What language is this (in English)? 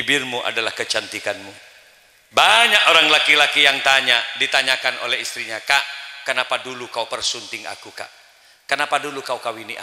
Madurese